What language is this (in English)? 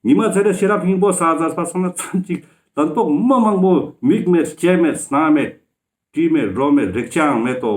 Ladakhi